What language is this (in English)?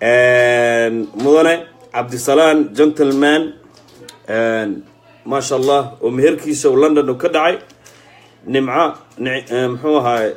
Somali